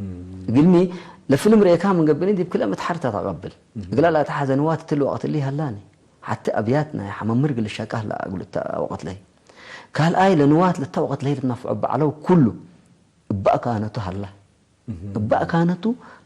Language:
Tigre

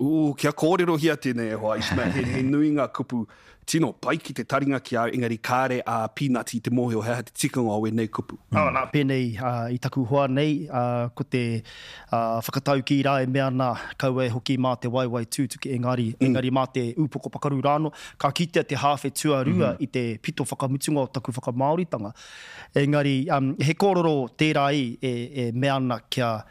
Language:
Māori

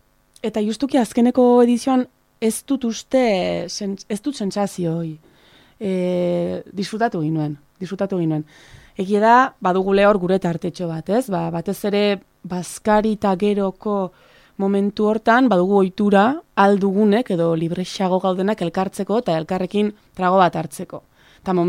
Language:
Basque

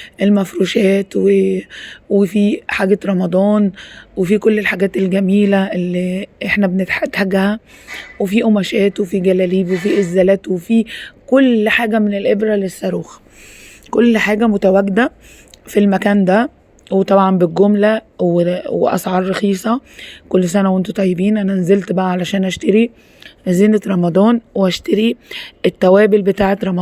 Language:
Egyptian Arabic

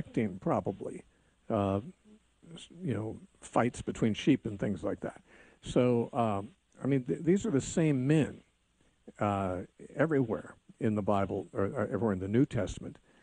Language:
English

